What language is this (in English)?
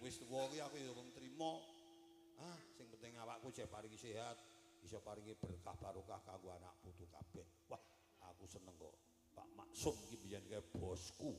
Javanese